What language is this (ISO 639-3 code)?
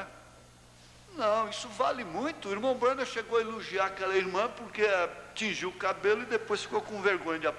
por